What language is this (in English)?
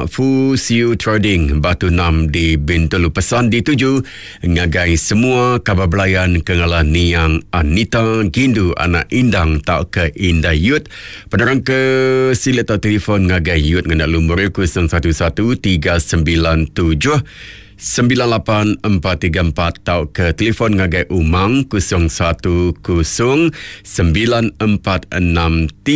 Iban